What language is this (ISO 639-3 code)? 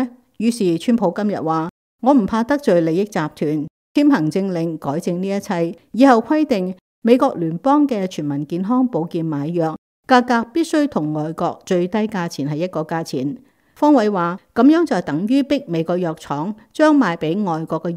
yue